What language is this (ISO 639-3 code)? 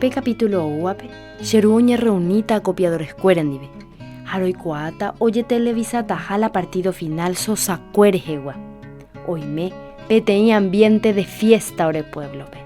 grn